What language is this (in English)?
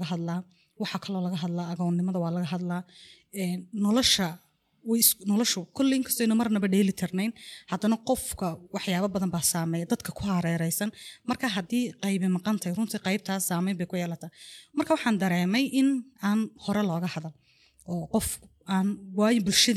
Somali